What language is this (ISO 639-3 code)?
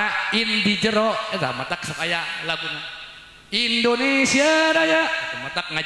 sun